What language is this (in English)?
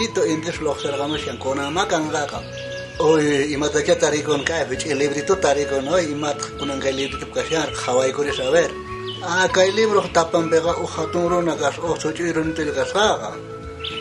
South Bolivian Quechua